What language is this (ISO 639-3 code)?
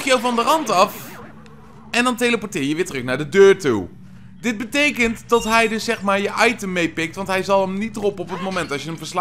nld